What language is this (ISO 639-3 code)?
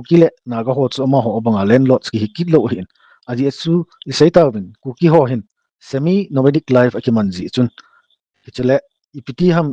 tcz